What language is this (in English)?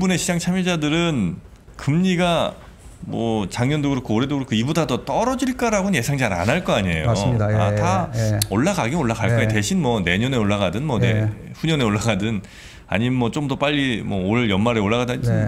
Korean